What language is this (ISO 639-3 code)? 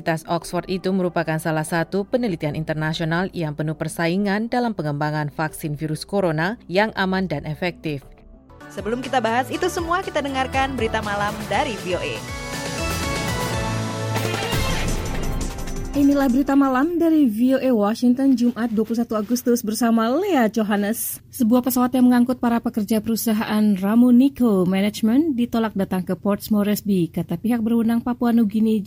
ind